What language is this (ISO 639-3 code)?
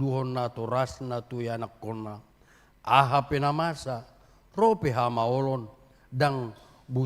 bbc